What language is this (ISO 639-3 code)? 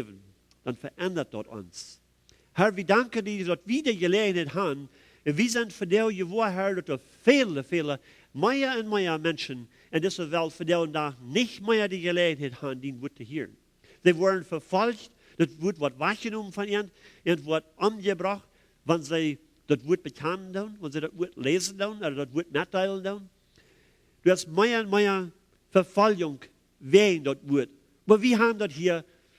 pdt